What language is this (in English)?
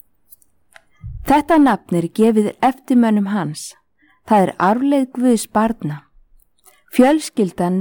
Icelandic